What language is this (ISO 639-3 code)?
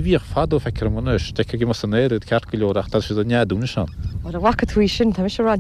gle